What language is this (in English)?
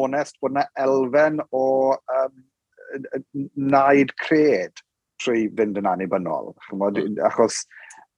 Welsh